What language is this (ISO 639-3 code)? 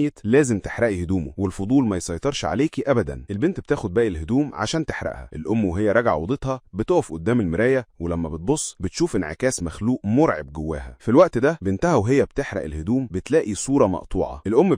arz